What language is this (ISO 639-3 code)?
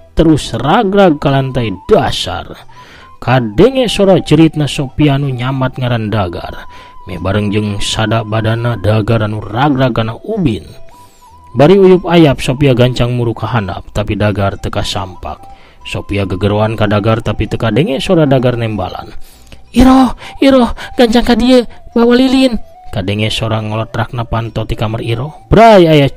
sun